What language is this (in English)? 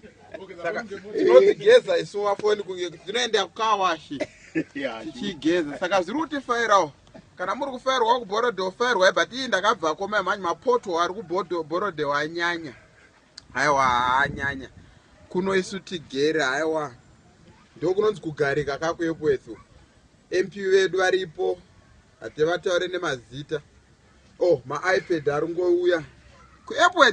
Shona